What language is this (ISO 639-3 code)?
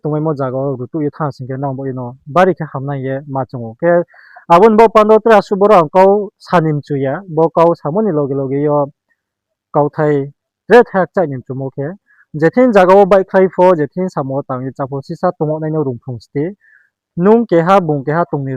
ria